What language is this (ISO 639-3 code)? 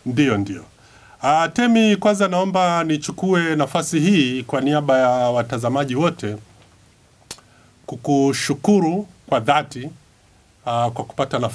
swa